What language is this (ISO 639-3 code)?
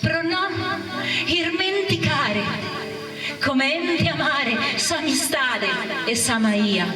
srd